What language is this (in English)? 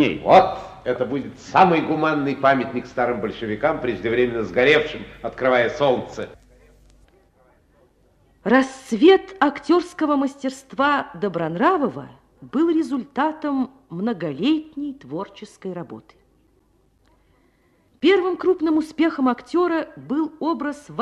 Russian